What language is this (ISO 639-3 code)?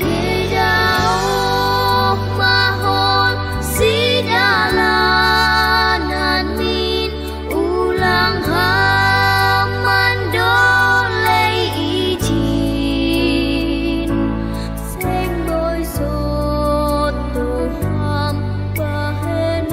bts